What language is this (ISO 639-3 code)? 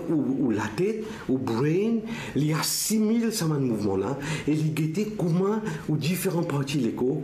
mfe